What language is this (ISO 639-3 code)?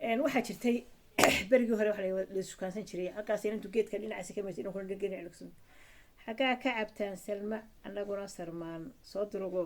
som